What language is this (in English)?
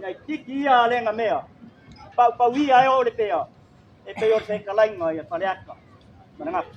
Samoan